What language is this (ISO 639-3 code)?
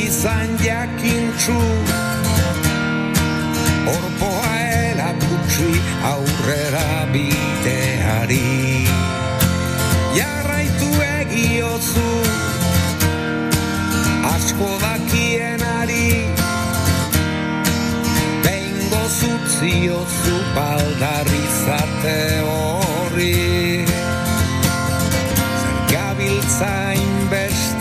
eus